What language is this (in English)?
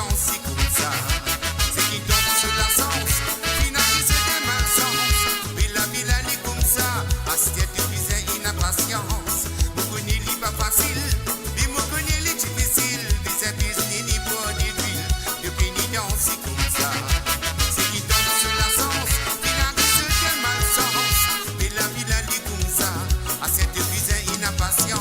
Morisyen